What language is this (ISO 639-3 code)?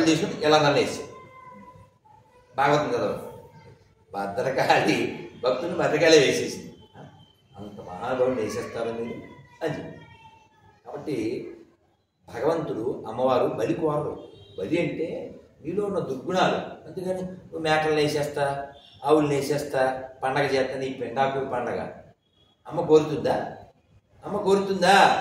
tel